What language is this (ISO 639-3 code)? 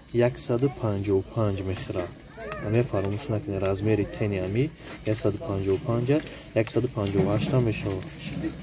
tgk